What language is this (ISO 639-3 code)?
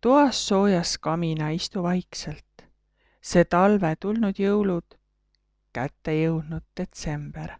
est